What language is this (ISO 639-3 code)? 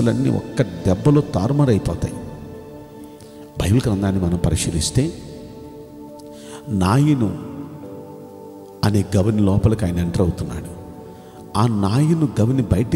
tel